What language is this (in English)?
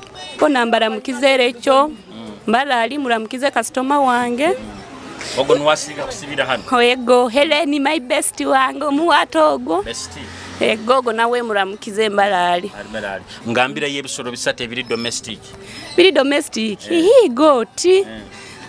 Nyoro